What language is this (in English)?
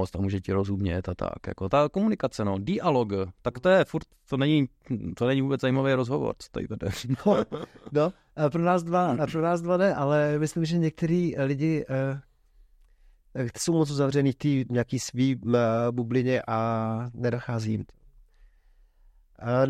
Czech